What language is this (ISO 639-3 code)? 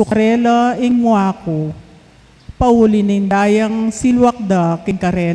pam